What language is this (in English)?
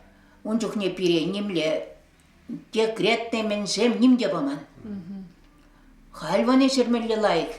Chuvash